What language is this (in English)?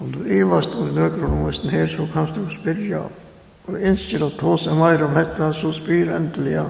Faroese